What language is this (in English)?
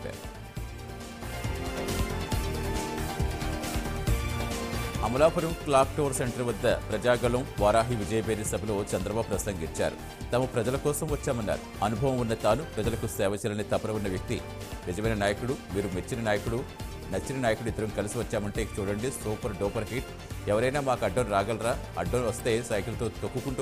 Telugu